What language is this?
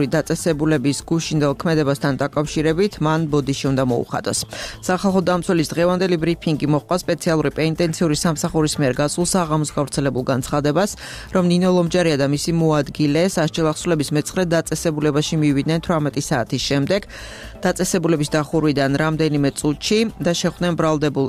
Georgian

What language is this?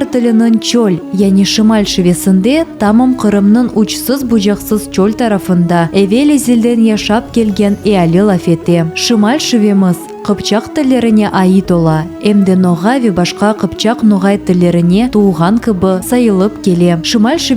Crimean Tatar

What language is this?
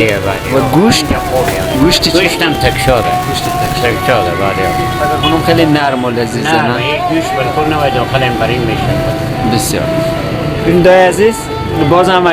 Persian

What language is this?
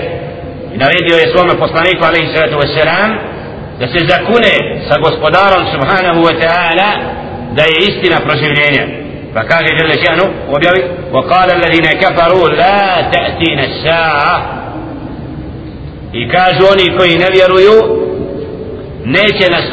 Bosnian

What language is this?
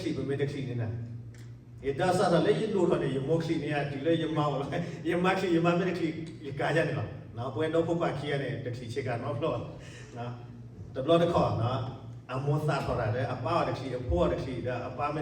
S'gaw Karen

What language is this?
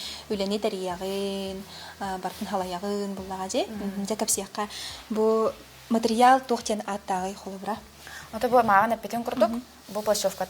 Yakut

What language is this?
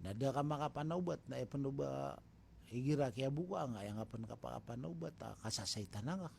Maranao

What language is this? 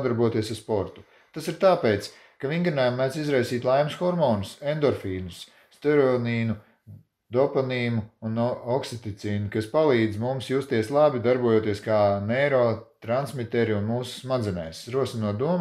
Latvian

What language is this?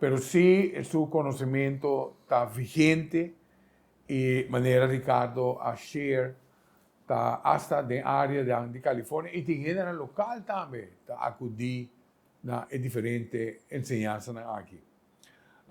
Papiamento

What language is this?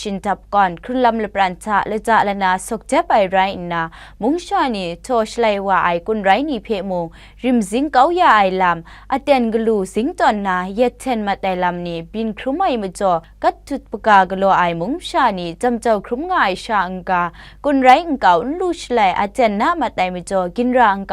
Kachin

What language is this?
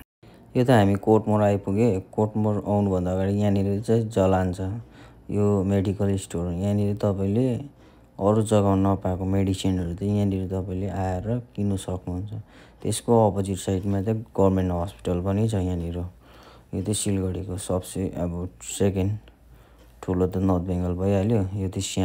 Nepali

